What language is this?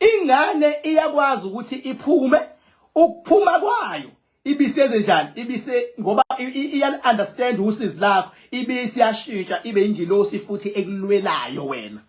Zulu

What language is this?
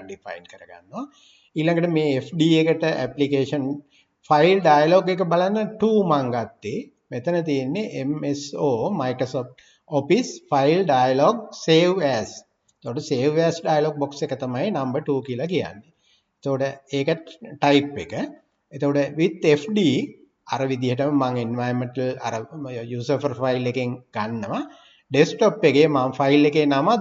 Sinhala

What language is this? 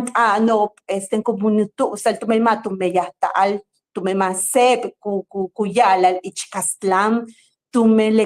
Yucateco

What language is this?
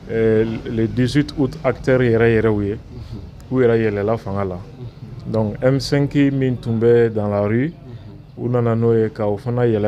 Bambara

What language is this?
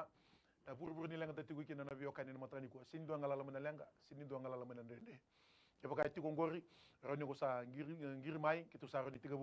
Fijian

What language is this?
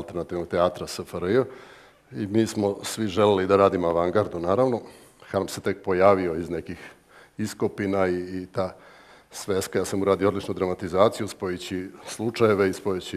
Serbian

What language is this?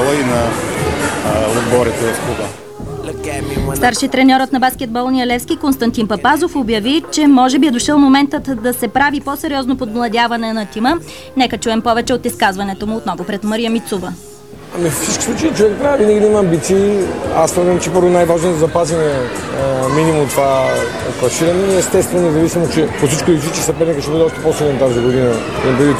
Bulgarian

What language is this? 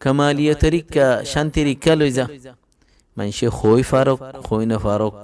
Rohingya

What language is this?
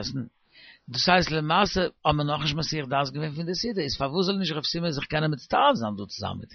Yiddish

